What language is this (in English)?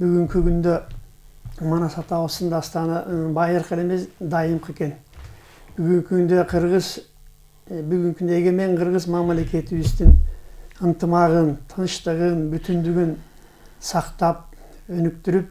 Kyrgyz